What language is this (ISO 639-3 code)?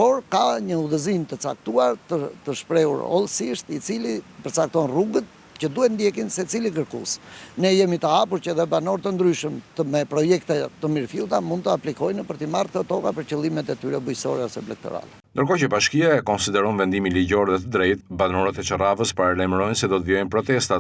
sqi